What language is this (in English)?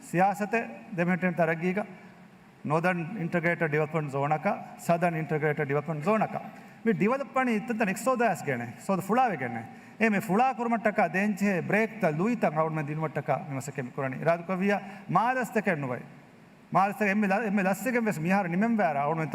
Divehi